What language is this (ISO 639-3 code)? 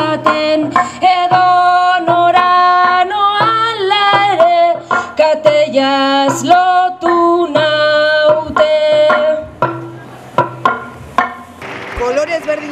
eus